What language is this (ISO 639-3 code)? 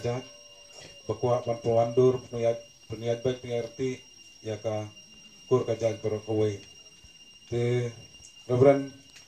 kha